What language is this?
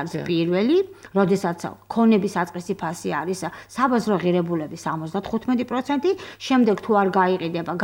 Georgian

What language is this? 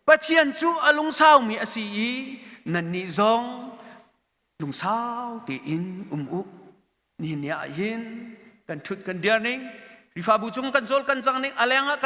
Hakha Chin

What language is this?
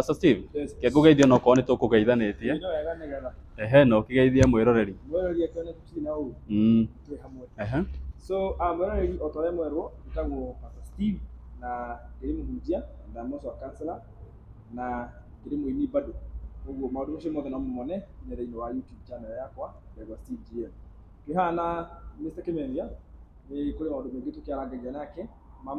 Kikuyu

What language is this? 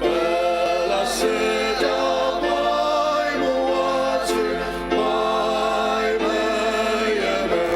Ao Naga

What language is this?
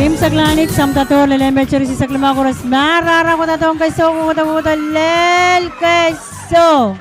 Pohnpeian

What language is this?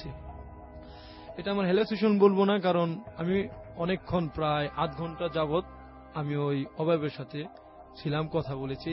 Bangla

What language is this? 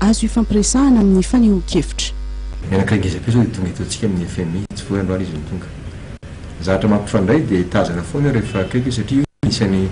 Malagasy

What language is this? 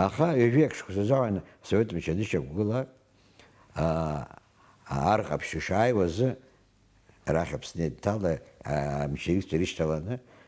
Abkhazian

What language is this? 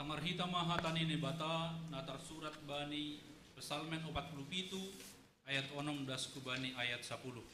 Batak Simalungun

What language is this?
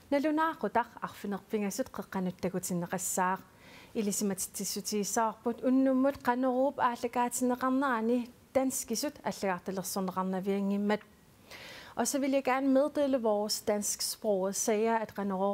Kalaallisut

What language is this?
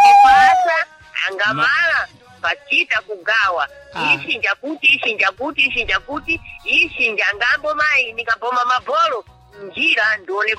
Sena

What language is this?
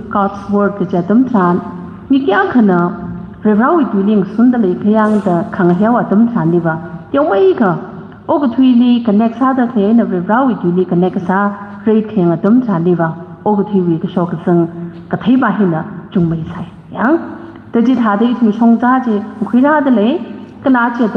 Tangkhul Naga (India)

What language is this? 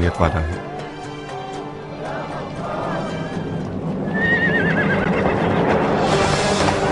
Urdu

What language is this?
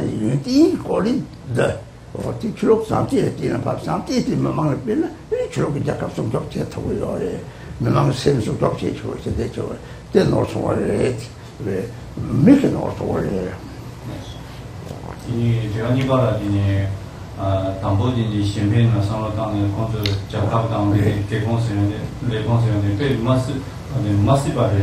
Chinese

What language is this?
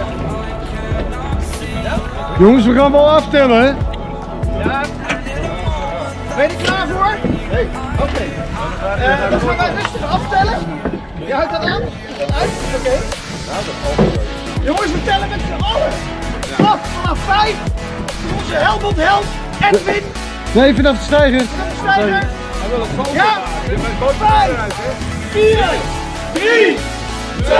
Dutch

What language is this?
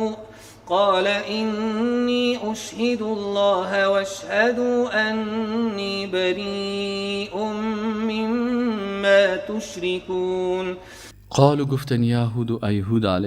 Persian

